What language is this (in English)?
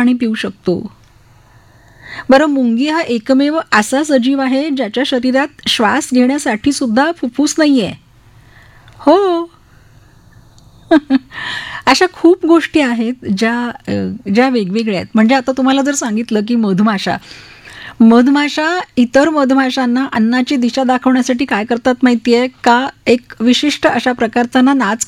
Marathi